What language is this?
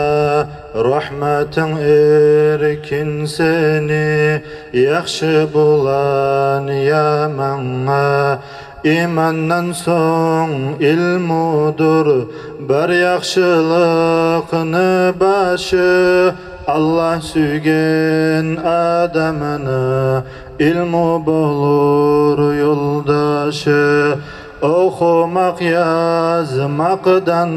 Kumyk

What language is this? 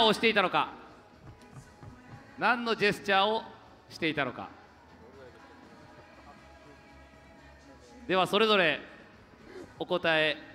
Japanese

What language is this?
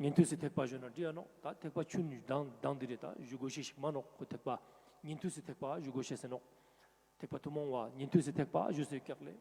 Ladakhi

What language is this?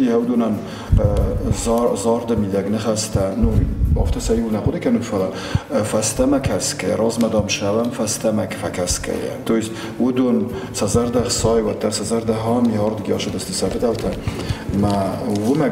Ossetic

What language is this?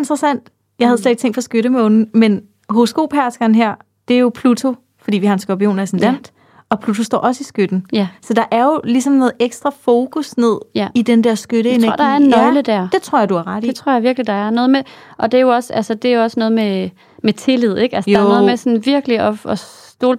Danish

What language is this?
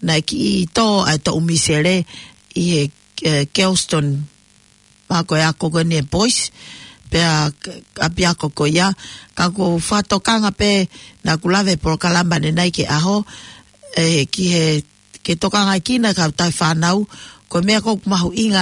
Tongan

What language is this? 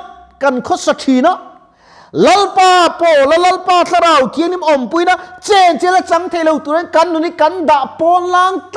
Mizo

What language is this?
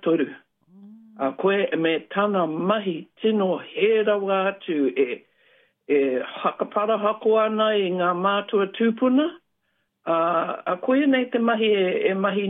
Māori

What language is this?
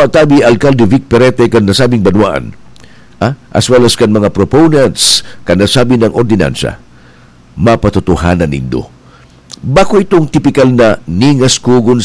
Bikol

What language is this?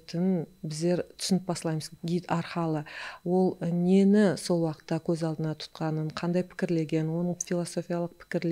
Kara-Kalpak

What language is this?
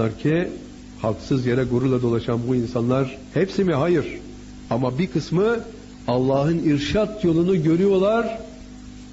Turkish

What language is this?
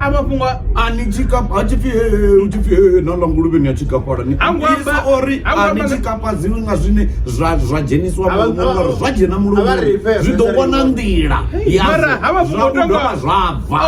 Venda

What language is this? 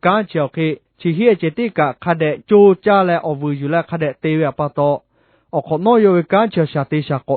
Lahu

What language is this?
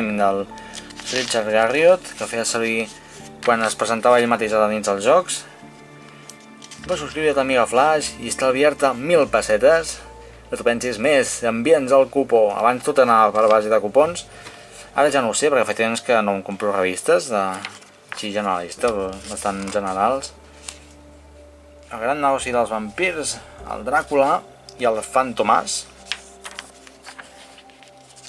Catalan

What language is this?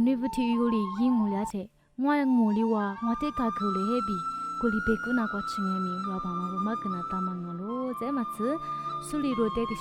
Lisu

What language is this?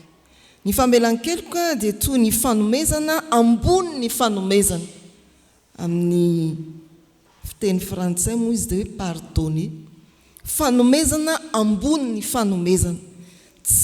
Malagasy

